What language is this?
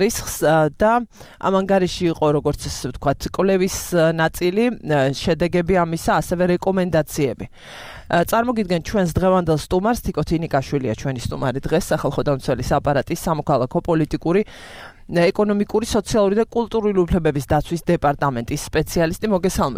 Georgian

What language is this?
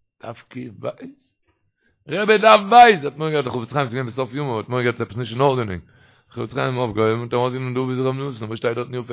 Yiddish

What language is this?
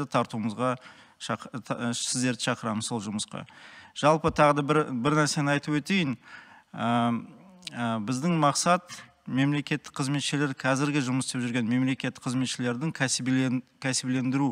Kazakh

